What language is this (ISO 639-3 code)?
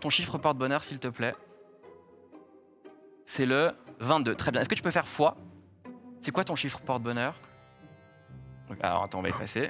fra